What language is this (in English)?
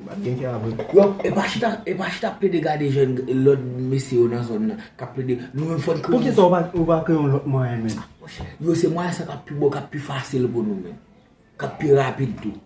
Haitian Creole